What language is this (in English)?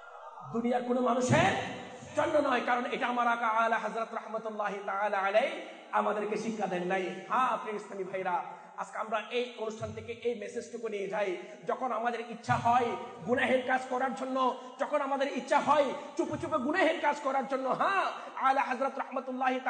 Bangla